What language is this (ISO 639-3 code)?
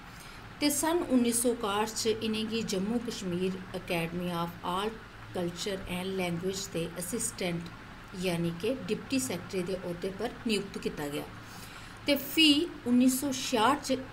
doi